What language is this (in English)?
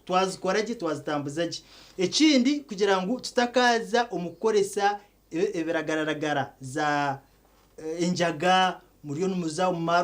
Nyankole